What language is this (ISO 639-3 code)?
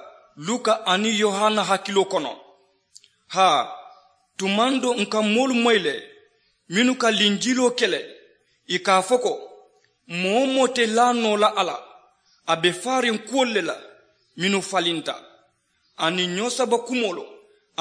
man